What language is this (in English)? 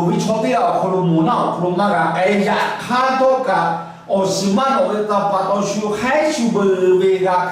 Lahu